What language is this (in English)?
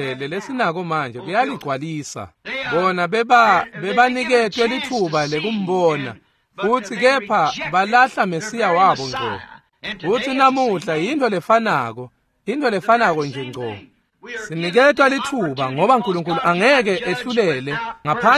Swati